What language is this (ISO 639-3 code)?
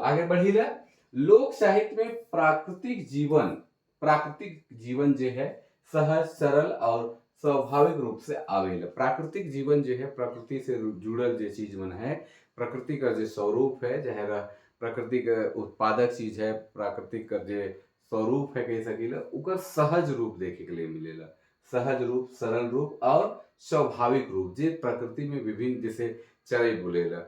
sck